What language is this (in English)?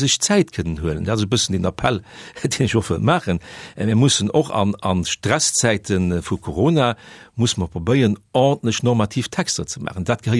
Luxembourgish